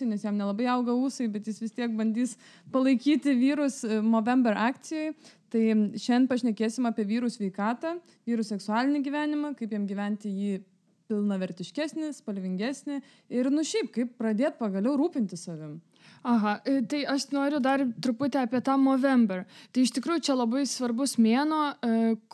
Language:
Lithuanian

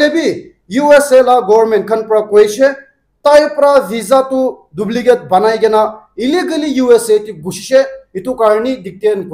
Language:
Naga Pidgin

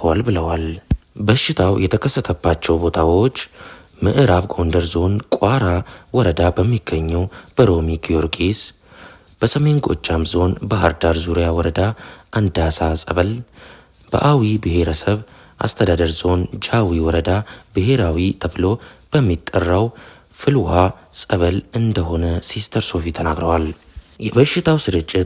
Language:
Amharic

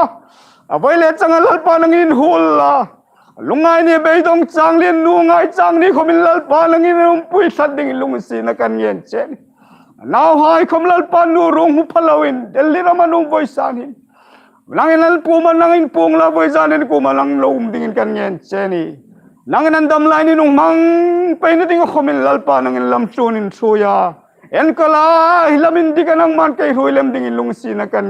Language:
Hmar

